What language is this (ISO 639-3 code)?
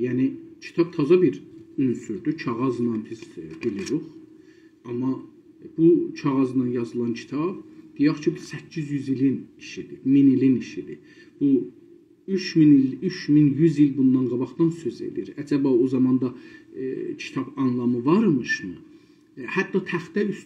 azb